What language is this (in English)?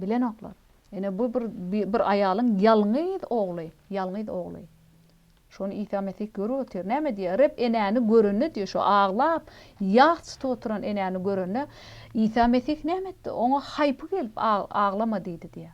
Turkmen